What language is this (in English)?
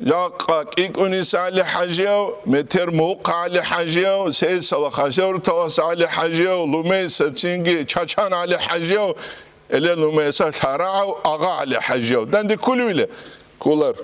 Avaric